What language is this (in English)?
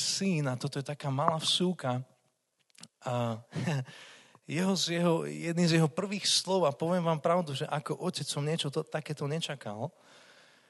Slovak